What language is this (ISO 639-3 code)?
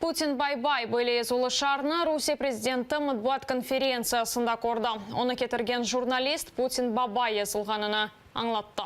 crh